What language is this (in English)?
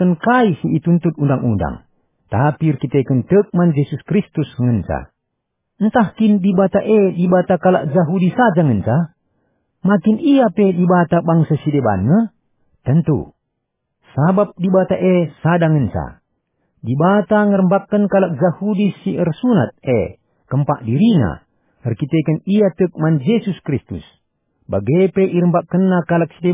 Batak Karo